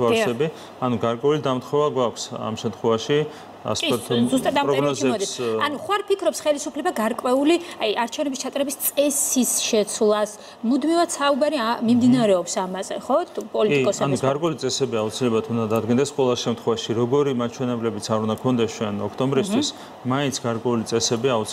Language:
Georgian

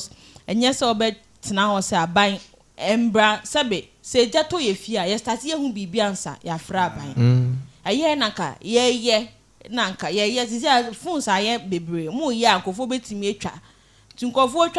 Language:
Akan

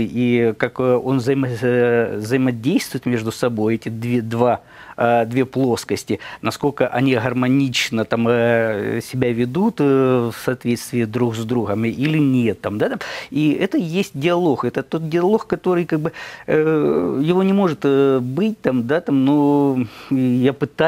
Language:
Russian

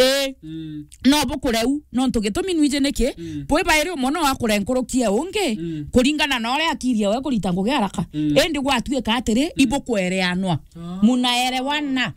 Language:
Meru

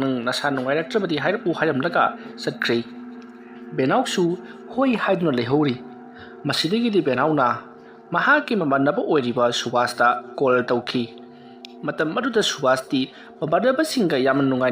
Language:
Manipuri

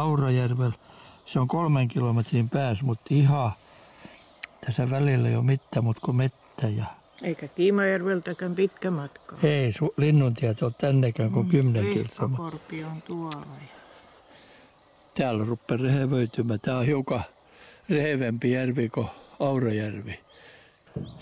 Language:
Finnish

